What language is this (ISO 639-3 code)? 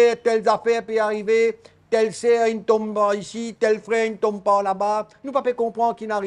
mfe